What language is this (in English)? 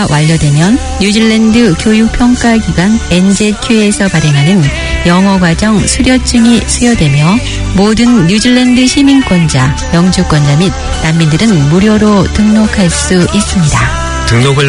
Korean